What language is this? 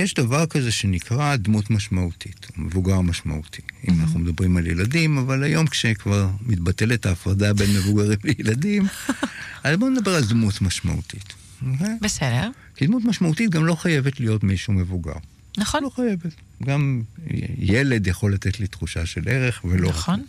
Hebrew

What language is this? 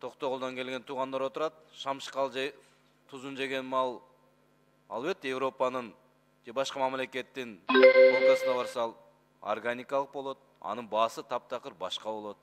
Kyrgyz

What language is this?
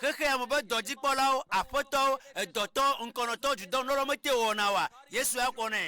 Ewe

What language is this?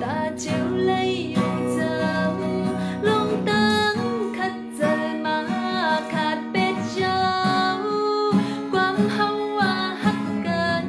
Shan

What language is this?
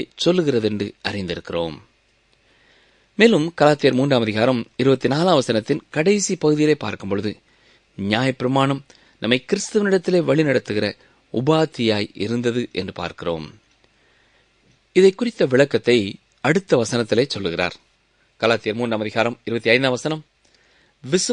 Tamil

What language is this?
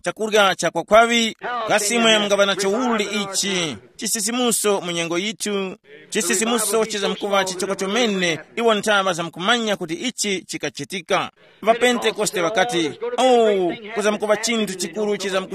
Tumbuka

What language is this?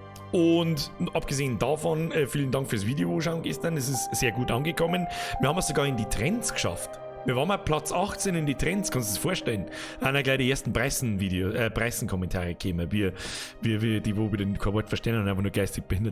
Bavarian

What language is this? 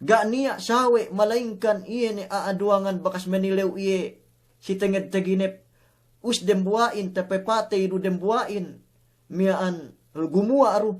Yakan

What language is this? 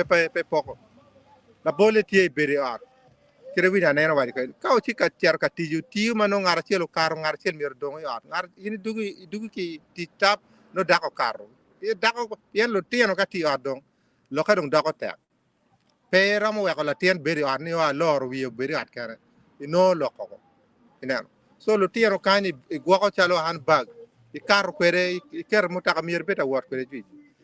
Acoli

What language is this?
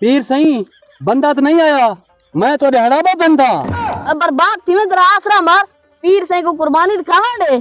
Saraiki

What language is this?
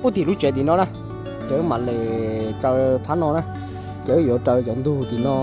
Hmong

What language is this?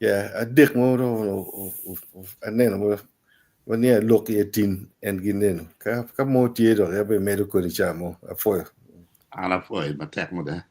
Acoli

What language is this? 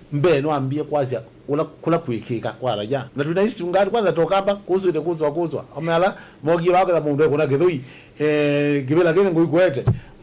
Kamba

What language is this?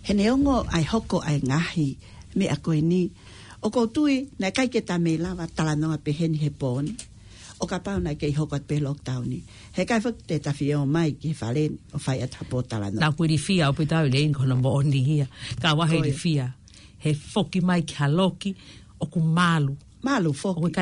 Tongan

